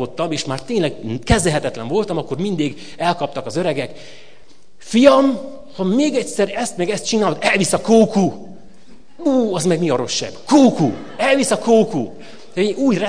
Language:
Hungarian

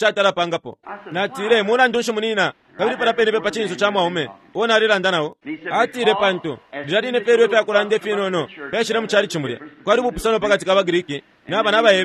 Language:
Bemba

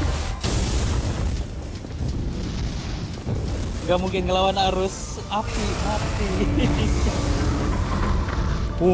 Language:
Indonesian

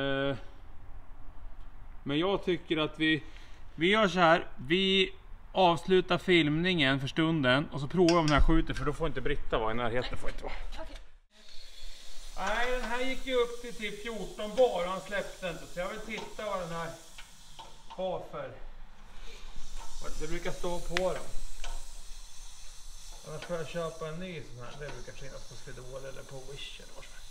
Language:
Swedish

